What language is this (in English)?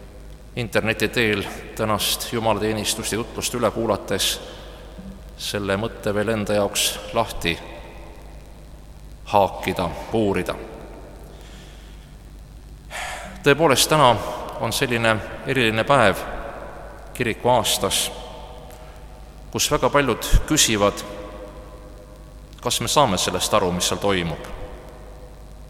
Estonian